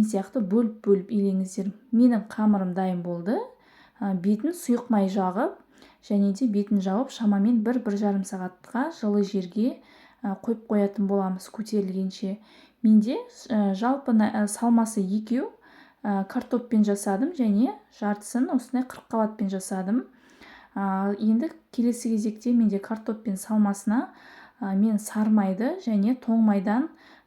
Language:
Kazakh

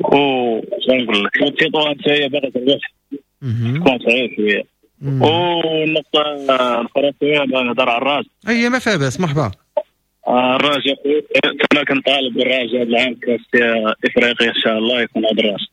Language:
Moroccan Arabic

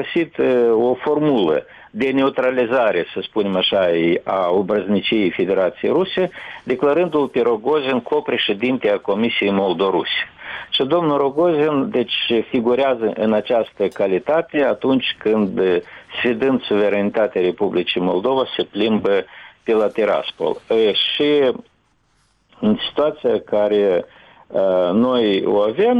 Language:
Romanian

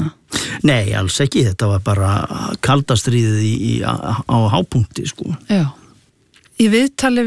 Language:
Icelandic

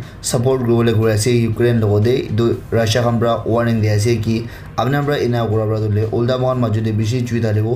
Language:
Naga Pidgin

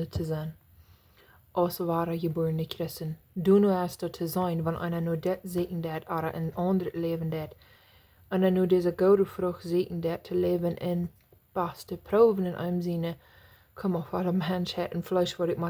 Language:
Plautdietsch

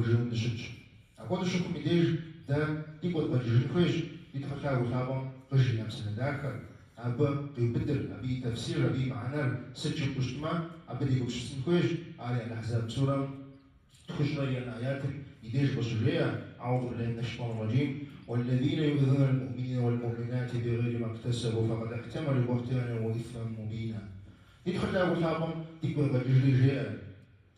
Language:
Kabardian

